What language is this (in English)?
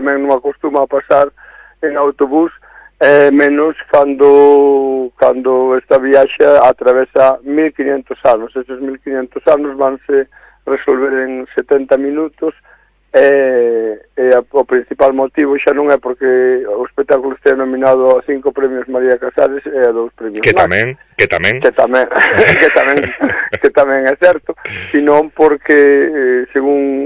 Galician